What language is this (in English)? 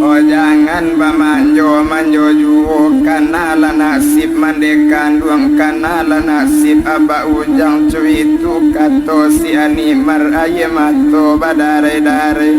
Minangkabau